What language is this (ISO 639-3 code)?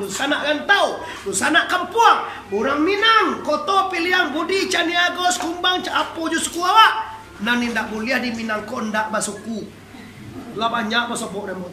min